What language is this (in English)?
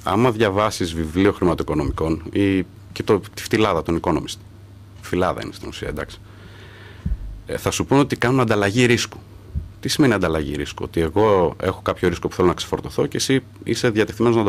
Greek